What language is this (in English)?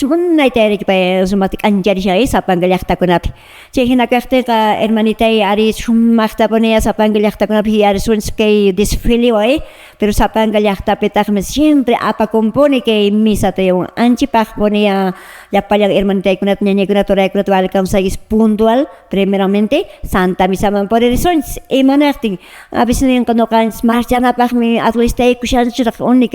Quechua